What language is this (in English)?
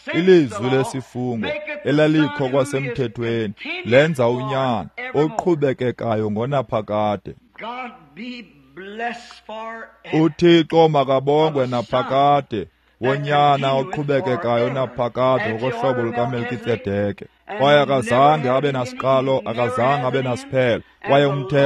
Xhosa